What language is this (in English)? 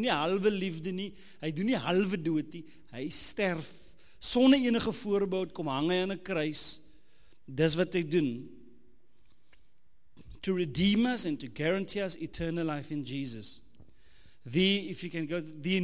Afrikaans